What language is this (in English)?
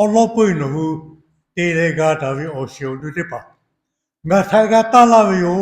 Lahu